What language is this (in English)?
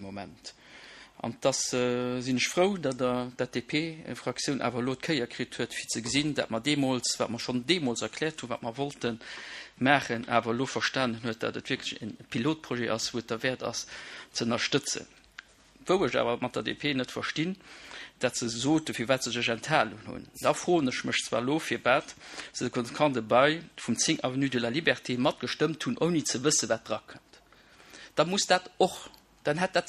Luxembourgish